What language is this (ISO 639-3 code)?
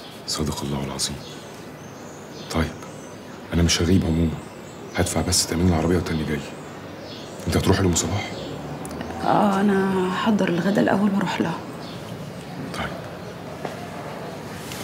arz